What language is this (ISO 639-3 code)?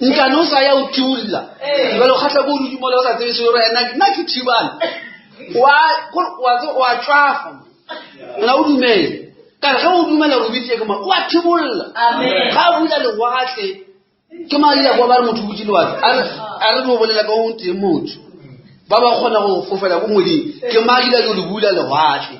nso